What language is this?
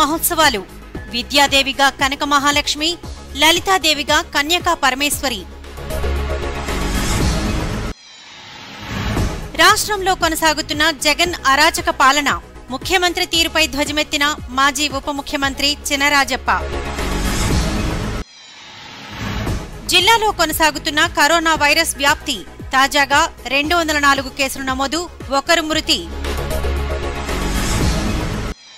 Telugu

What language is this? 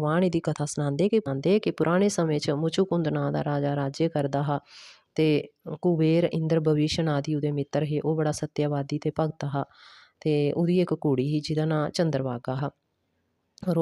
Dogri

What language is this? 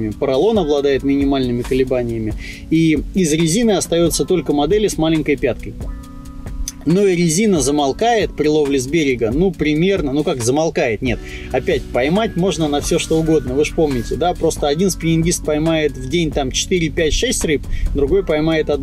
Russian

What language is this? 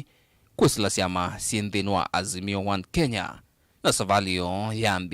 Kamba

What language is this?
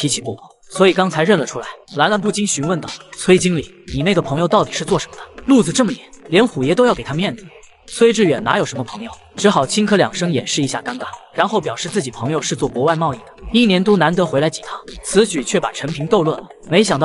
Chinese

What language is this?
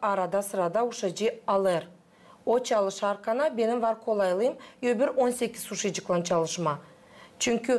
Gagauz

